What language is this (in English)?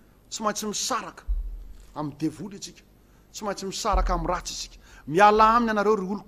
Malagasy